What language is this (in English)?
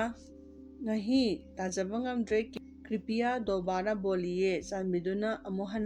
Manipuri